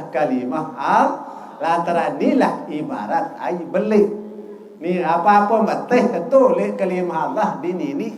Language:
Sasak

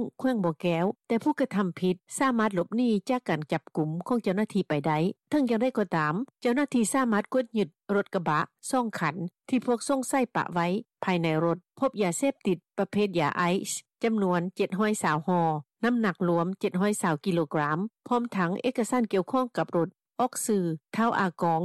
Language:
Lao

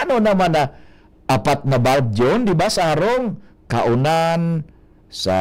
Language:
Bikol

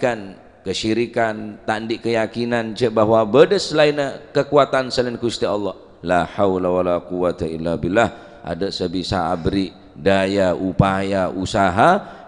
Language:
Madurese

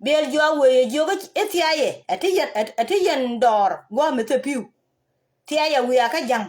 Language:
Nuer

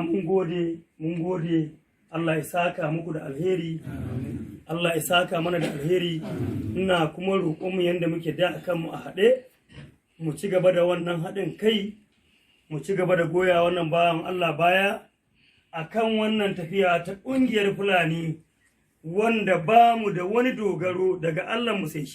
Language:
Hausa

